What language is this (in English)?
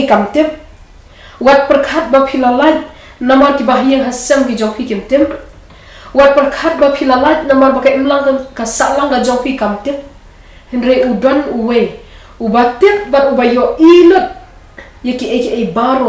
Khasi